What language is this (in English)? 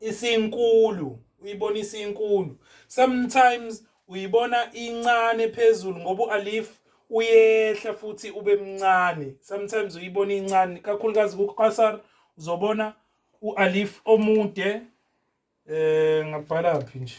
Zulu